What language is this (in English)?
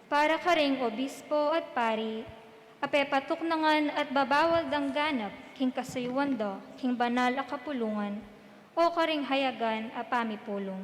Pampanga